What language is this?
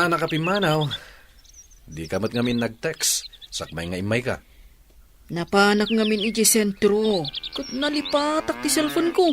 Iloko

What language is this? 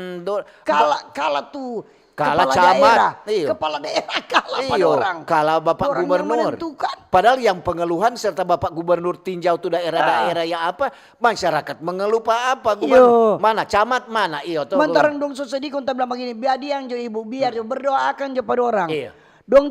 Manado Malay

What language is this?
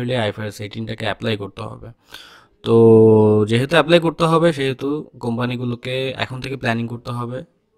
Bangla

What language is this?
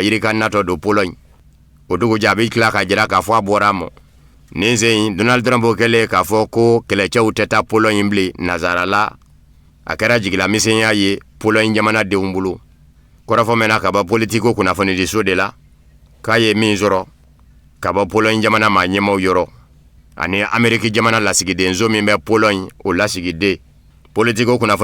Bambara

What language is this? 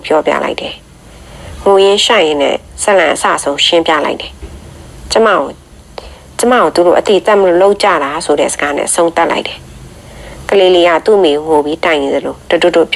Burmese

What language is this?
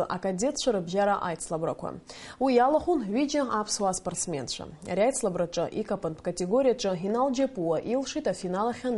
Abkhazian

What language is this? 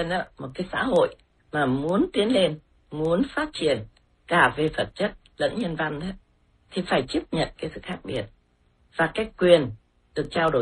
Vietnamese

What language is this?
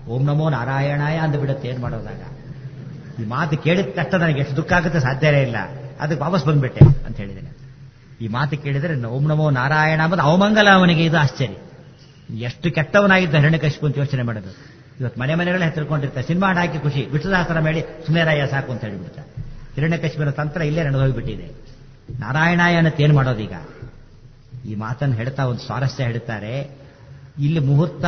Kannada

